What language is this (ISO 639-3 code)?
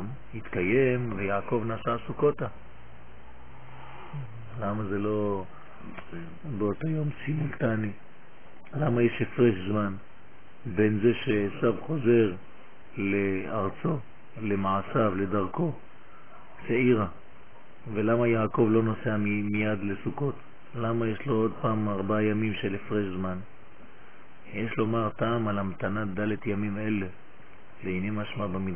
heb